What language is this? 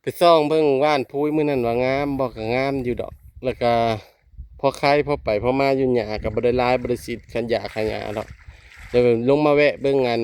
Northeastern Thai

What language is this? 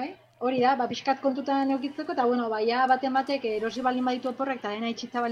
Basque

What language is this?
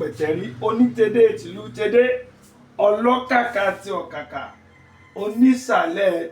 Yoruba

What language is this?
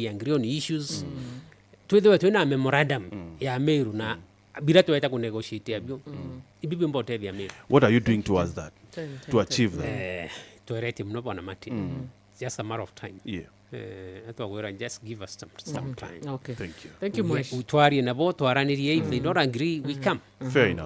Meru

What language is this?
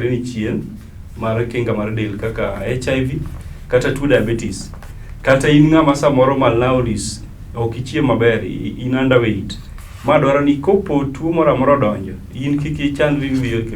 Luo (Kenya and Tanzania)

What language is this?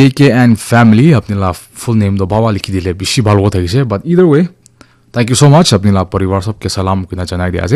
Naga Pidgin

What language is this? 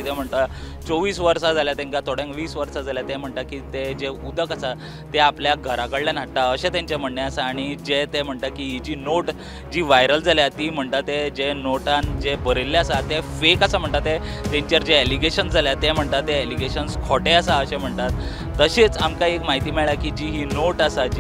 Konkani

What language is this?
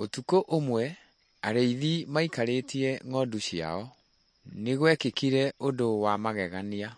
Kikuyu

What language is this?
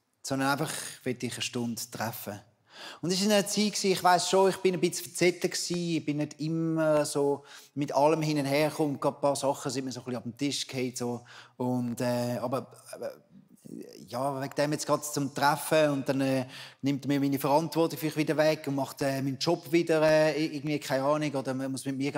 Swiss German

